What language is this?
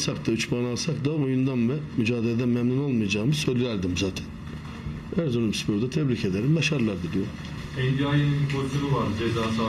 Turkish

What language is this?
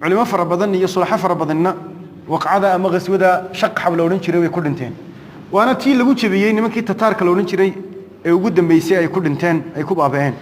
Somali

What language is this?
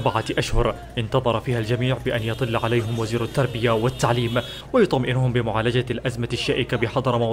Arabic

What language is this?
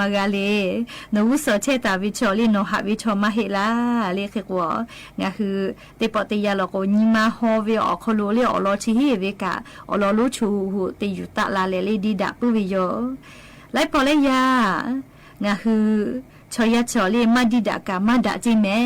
Lahu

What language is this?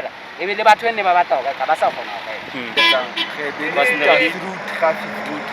Southern Sotho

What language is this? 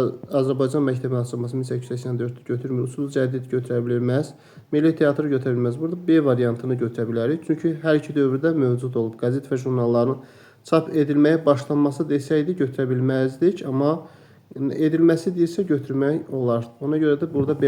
Azerbaijani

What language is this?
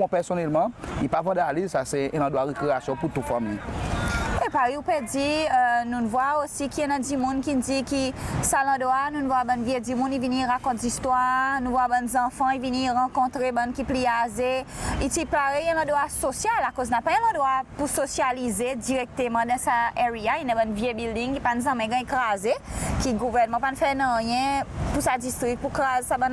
Seselwa Creole French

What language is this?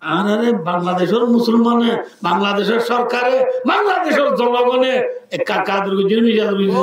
Rohingya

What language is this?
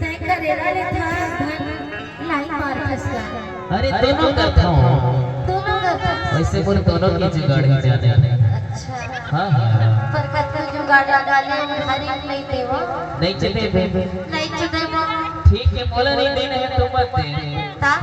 Chhattisgarhi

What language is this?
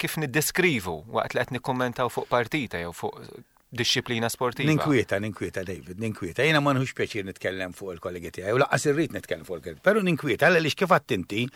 Maltese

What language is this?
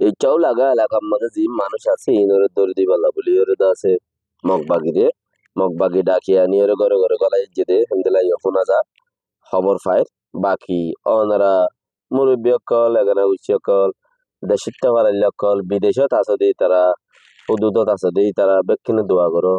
Rohingya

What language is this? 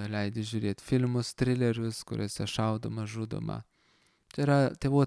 Lithuanian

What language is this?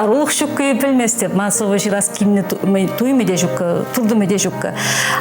Chuvash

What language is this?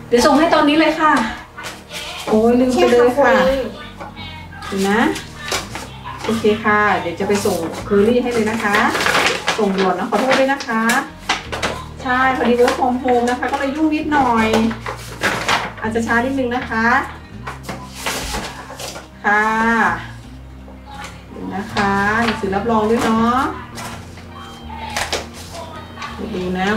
Thai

